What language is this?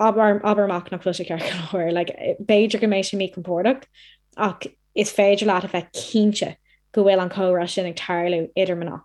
Irish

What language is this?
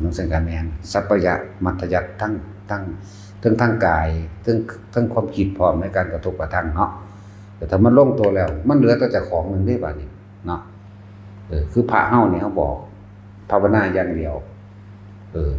Northeastern Thai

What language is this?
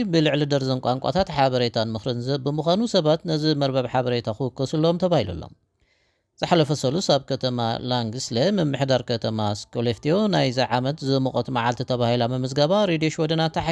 Tigrinya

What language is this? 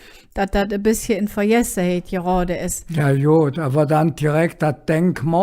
Colognian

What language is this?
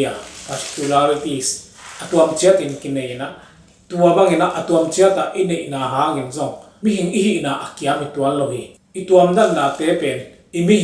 Tedim Chin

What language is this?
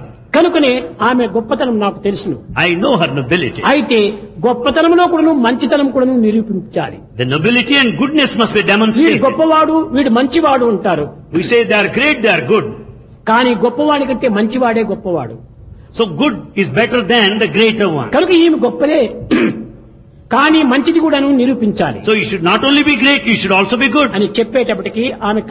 Telugu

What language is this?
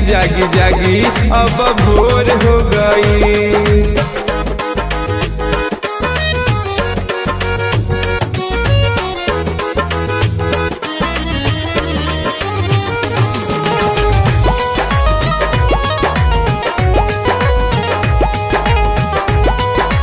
Bhojpuri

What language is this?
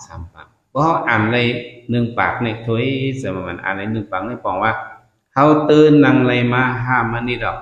Shan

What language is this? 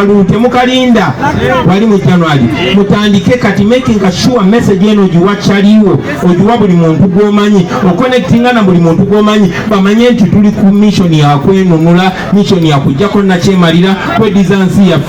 Ganda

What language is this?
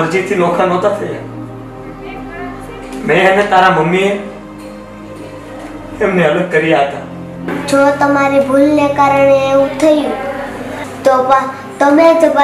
Gujarati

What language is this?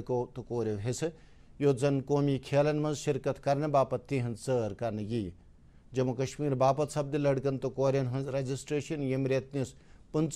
Kashmiri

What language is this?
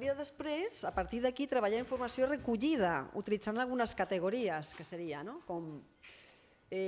Catalan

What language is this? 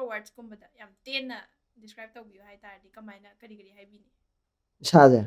Manipuri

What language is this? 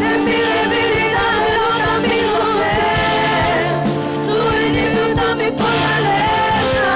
Papiamento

